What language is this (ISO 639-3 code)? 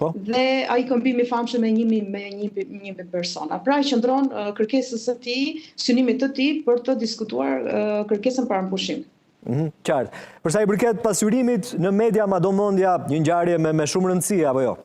sqi